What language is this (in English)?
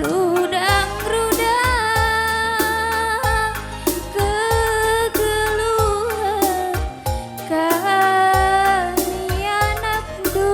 Batak Karo